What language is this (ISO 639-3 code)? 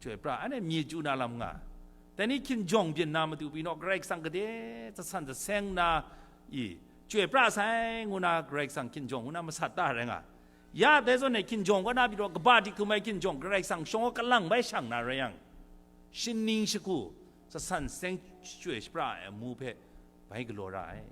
kac